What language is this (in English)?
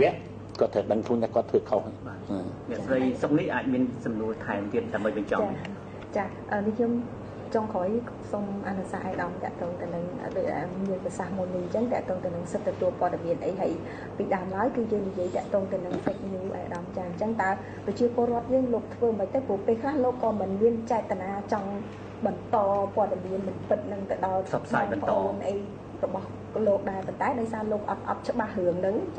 Khmer